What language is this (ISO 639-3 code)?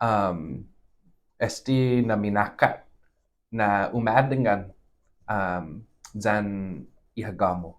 cha